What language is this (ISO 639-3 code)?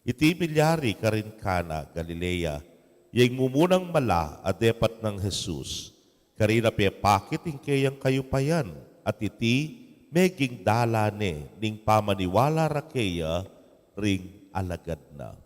pam